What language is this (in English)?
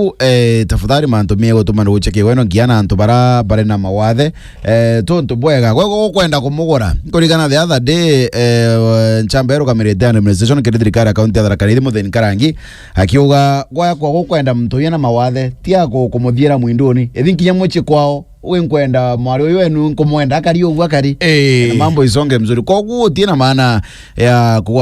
Meru